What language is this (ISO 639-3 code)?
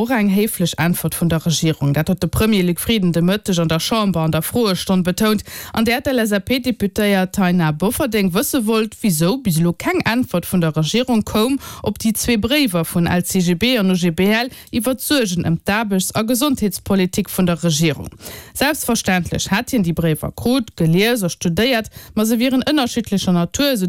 ltz